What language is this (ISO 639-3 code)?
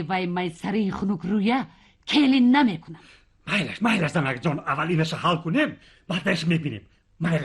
tgk